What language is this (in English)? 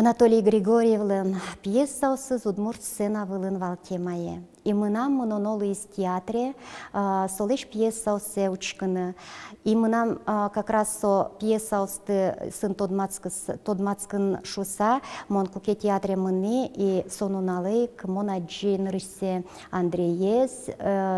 Udmurt